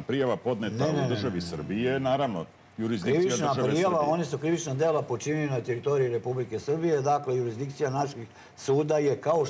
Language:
Serbian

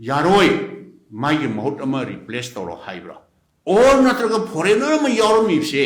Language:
Manipuri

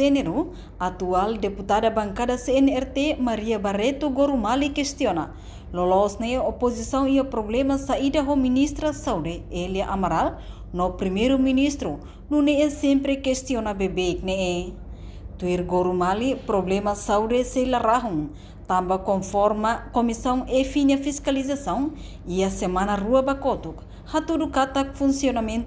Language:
Tetum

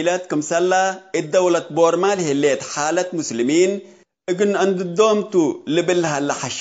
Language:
Tigre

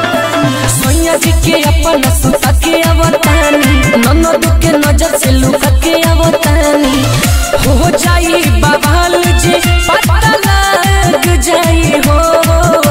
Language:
Bhojpuri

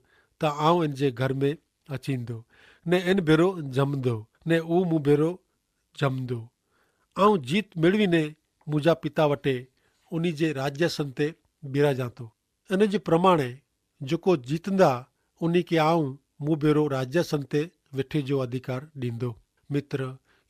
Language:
Kachhi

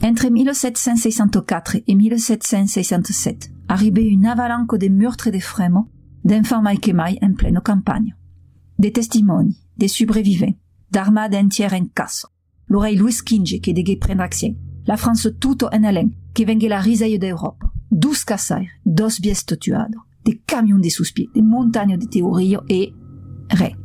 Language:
Occitan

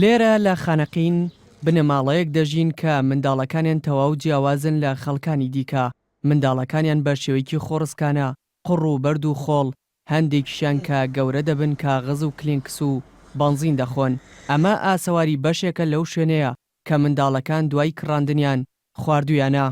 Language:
Central Kurdish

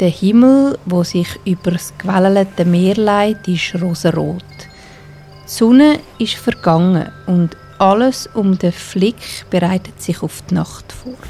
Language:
Swiss German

